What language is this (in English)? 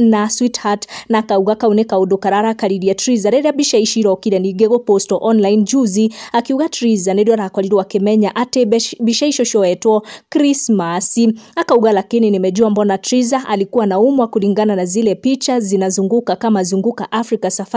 Kikuyu